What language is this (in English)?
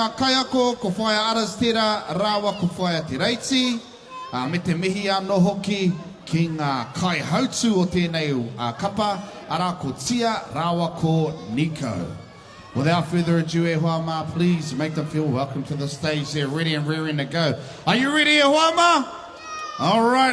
Māori